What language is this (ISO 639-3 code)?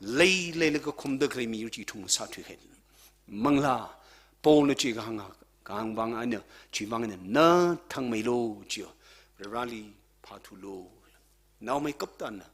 nmf